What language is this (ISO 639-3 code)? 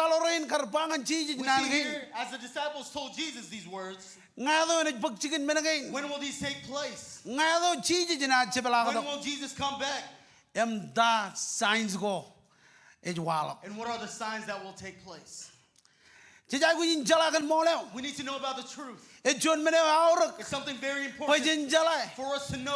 mah